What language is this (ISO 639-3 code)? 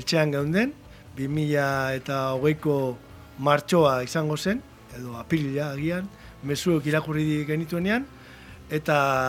eus